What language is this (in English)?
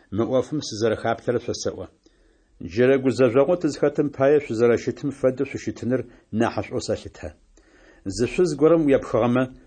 Adyghe